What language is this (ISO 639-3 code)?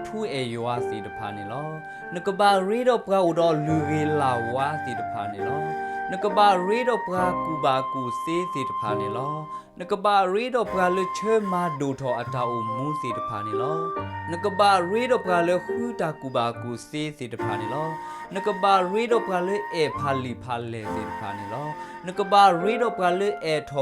ksw